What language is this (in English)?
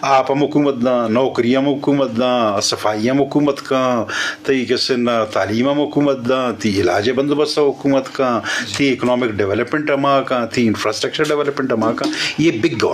Eastern Balochi